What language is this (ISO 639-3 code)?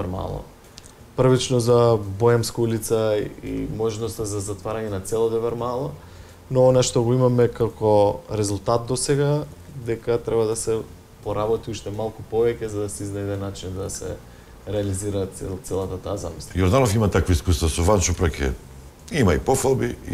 mkd